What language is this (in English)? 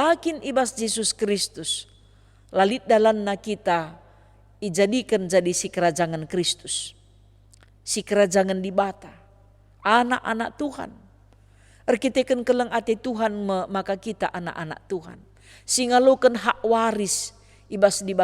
Batak Karo